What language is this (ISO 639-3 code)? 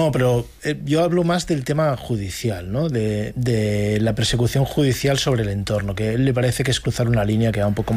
spa